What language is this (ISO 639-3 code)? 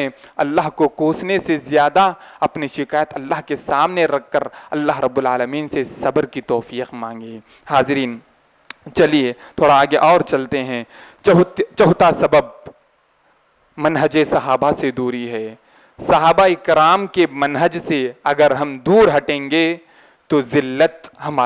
urd